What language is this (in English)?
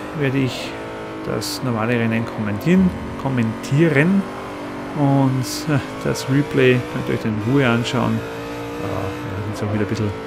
German